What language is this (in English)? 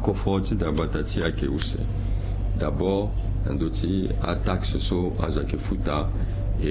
Sango